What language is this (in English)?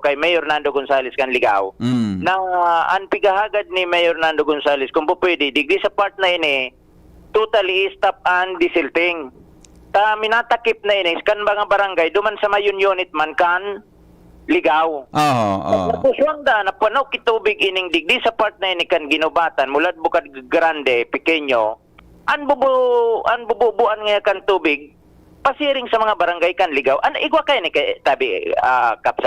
Bikol